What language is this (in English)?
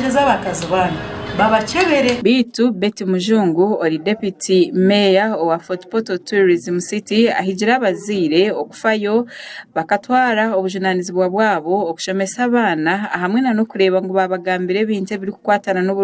Nyankole